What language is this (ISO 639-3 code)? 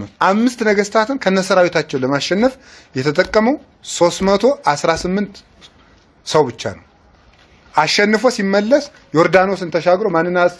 amh